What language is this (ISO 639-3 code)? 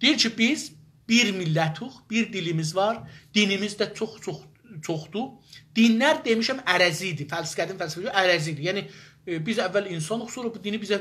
azb